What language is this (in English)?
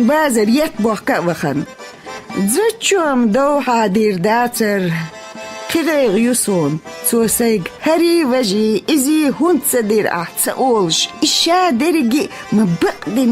Chechen